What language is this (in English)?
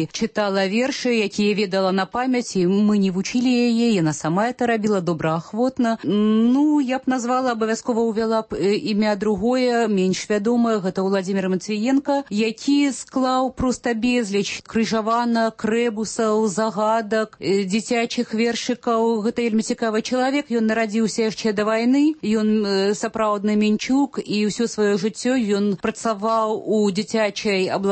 Belarusian